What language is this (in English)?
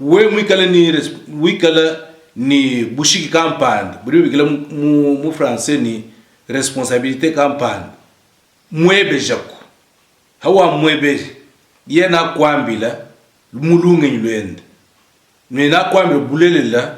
Luba-Lulua